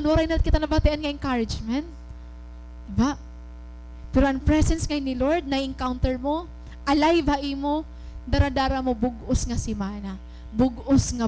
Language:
Waray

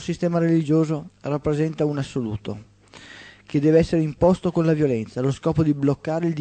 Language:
Italian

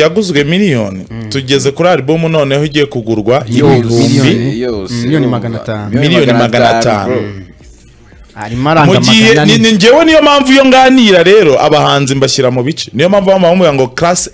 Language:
Kinyarwanda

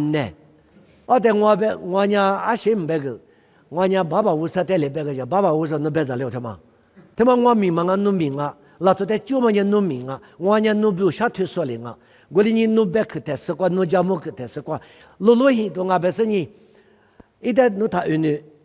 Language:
Lisu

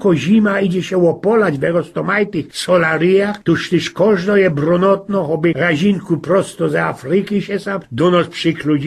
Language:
Silesian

